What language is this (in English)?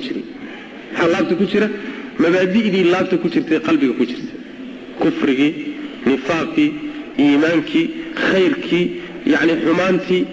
Somali